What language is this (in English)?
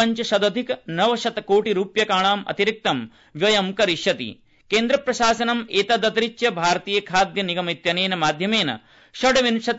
Sanskrit